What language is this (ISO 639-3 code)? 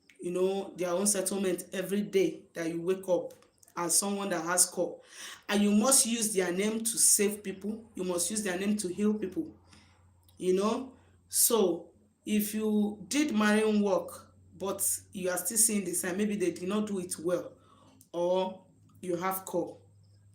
ibo